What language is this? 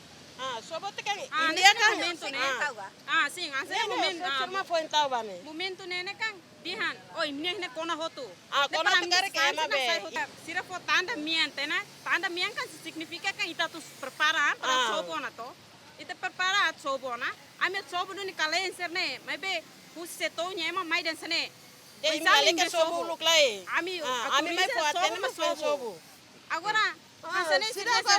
Tetum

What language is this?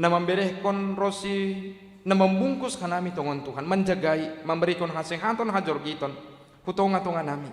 Batak Simalungun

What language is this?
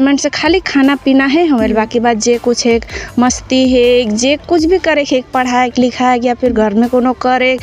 Sadri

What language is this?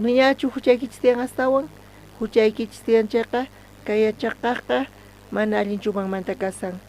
South Bolivian Quechua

